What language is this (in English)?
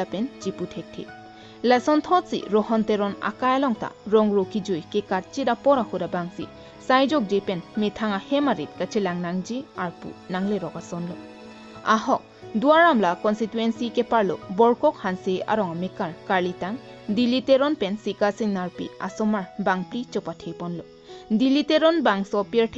Karbi